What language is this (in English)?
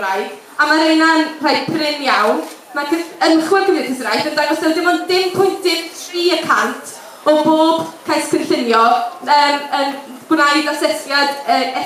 Welsh